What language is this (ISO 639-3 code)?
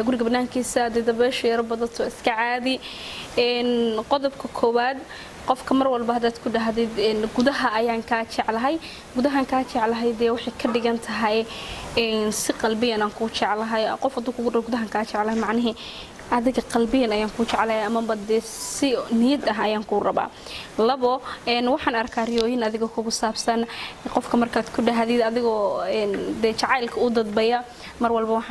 som